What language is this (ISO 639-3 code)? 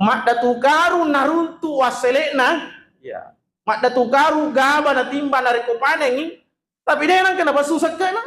bug